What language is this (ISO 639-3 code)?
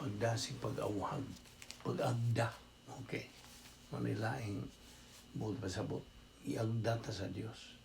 ceb